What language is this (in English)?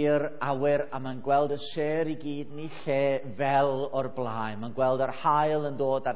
Welsh